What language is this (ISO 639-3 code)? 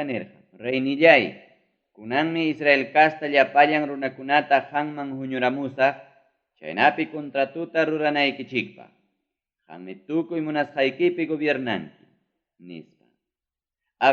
quy